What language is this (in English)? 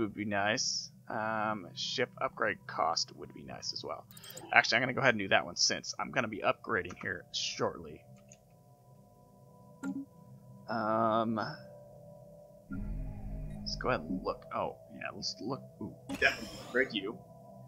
English